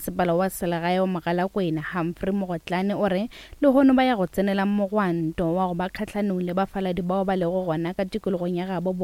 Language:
Northern Sotho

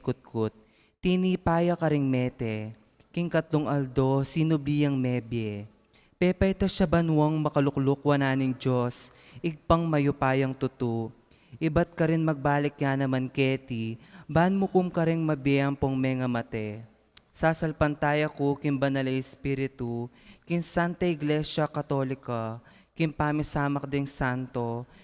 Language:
Pampanga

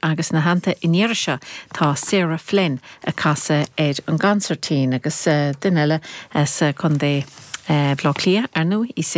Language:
Irish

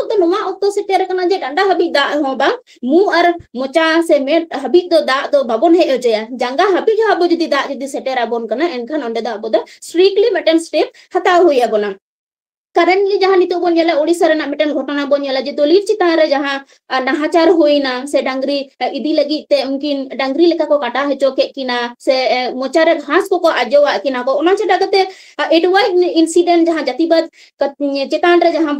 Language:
Santali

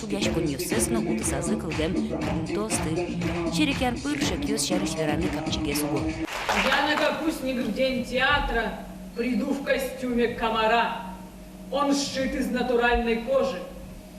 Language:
Udmurt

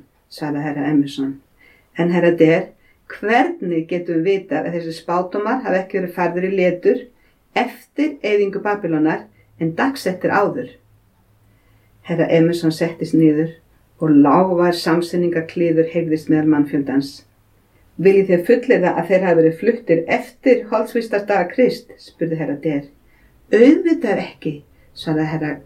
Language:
Icelandic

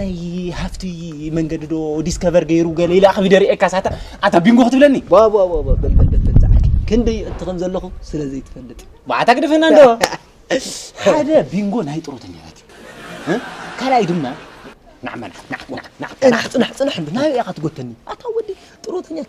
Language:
Tigrinya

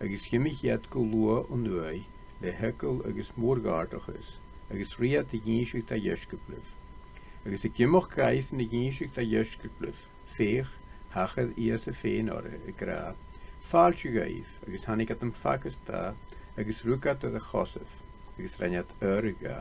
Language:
Scottish Gaelic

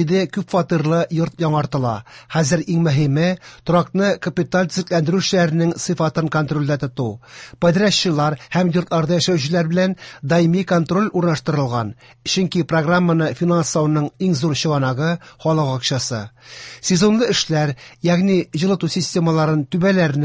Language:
Tatar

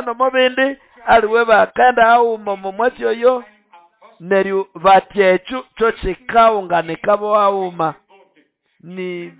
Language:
Nande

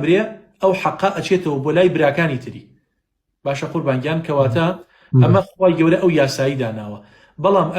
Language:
Central Kurdish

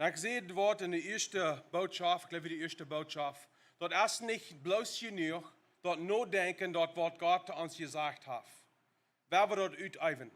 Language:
Plautdietsch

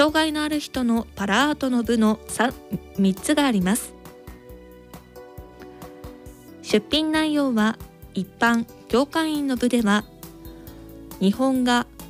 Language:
Japanese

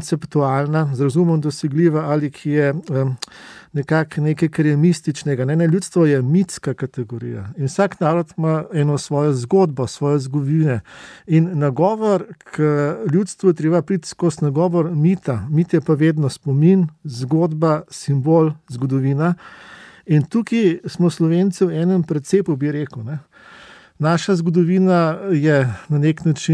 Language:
Slovenian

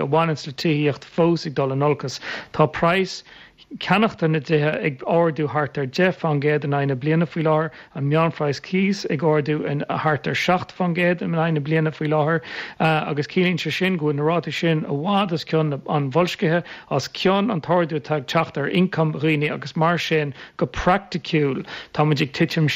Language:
Irish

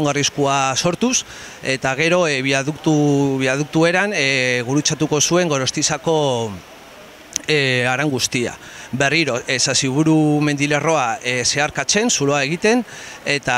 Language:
Basque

